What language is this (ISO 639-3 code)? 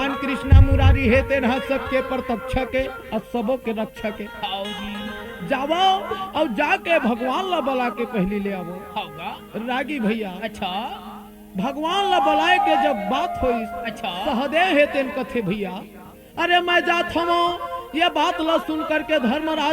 hne